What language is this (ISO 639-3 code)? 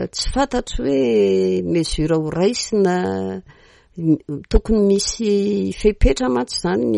mlg